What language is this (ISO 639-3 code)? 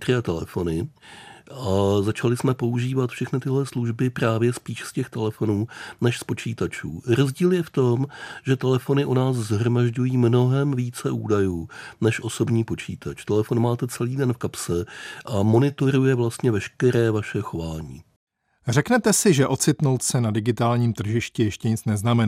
ces